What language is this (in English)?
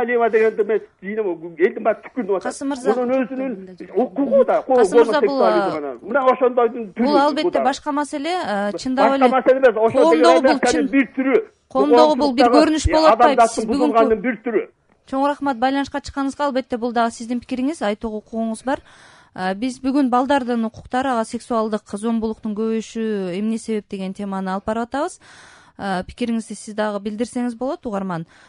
Kyrgyz